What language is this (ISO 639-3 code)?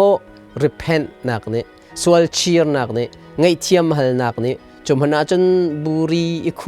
cnh